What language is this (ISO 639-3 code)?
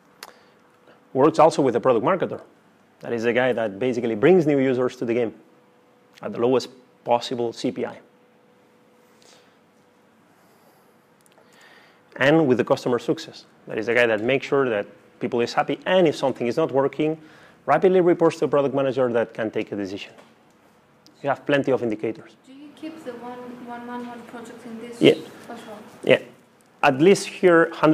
eng